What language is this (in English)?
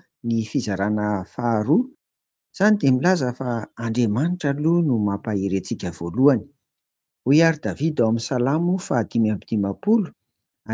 Malagasy